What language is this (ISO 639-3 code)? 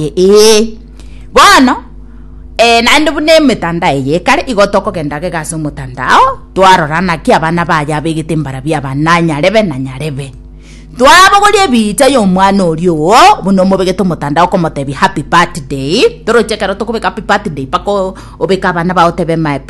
guz